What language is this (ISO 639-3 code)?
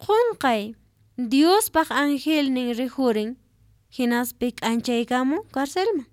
que